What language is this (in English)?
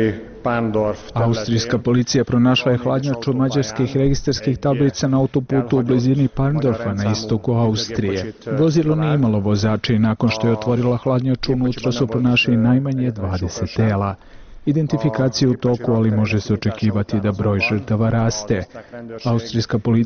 Serbian